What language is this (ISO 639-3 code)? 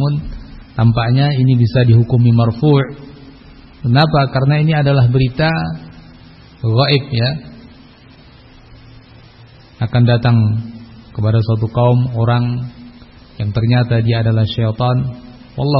ind